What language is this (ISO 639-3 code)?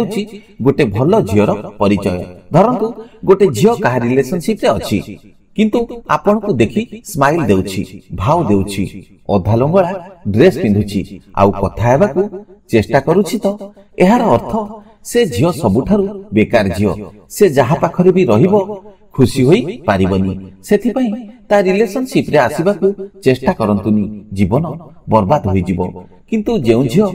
ori